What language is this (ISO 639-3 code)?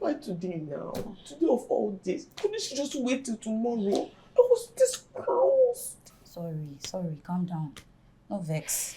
pcm